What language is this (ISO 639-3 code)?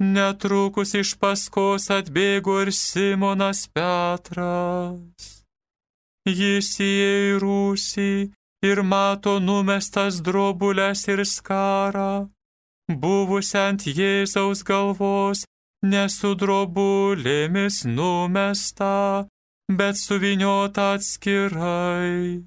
lit